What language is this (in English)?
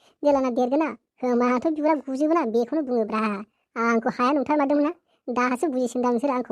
Bodo